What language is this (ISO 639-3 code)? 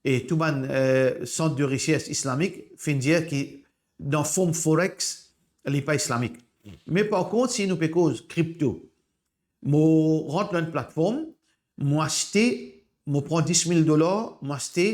mfe